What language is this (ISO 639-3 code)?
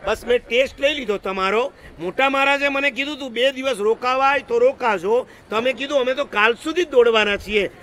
guj